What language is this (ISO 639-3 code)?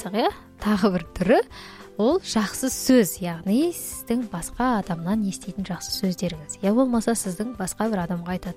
kaz